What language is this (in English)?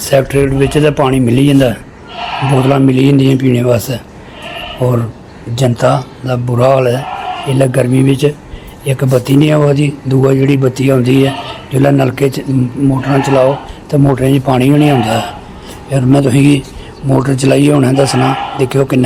Dogri